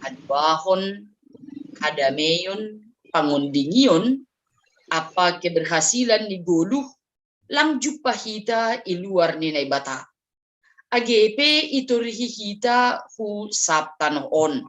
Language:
Batak Simalungun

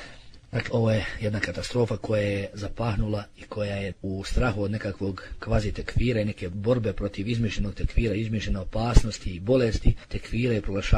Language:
Bosnian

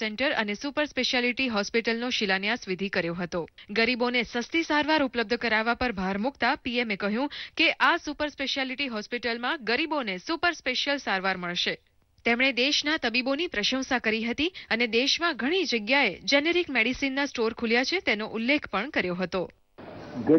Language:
Gujarati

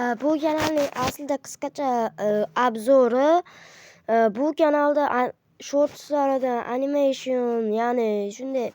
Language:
Uzbek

